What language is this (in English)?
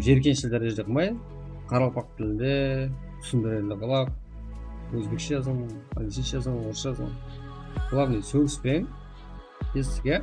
Kara-Kalpak